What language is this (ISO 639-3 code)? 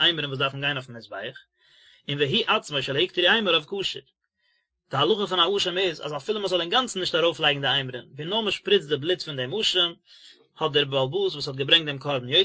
yid